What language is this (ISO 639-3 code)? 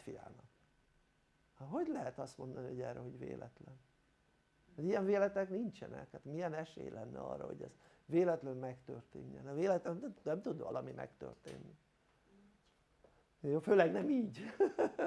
hun